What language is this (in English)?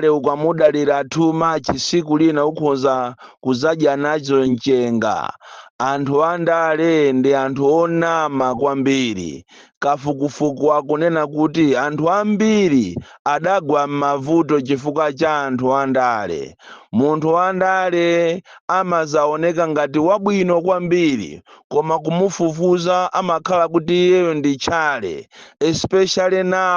Nyanja